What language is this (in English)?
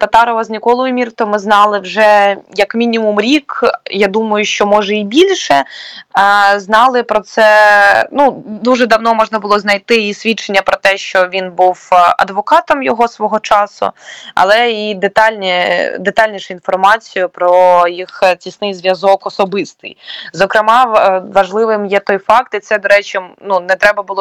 Ukrainian